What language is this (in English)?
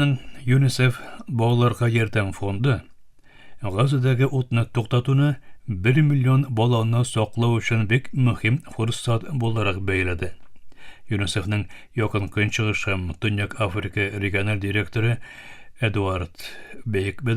Tatar